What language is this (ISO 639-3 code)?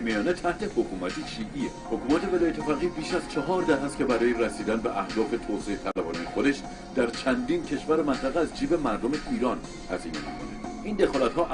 fas